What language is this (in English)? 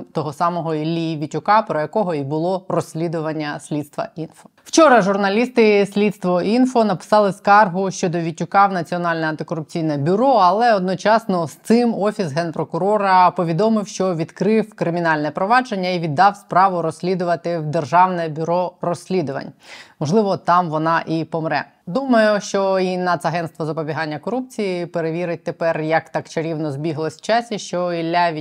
Ukrainian